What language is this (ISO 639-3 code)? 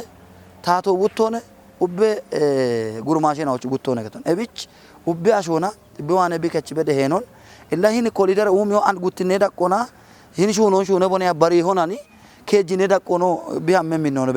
kbr